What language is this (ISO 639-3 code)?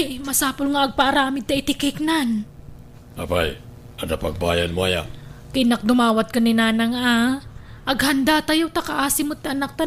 ilo